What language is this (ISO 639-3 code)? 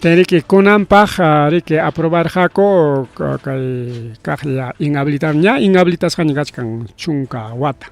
quy